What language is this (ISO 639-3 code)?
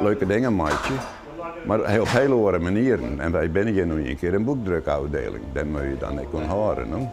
fry